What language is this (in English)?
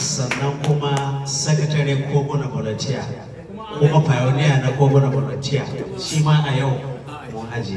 Hausa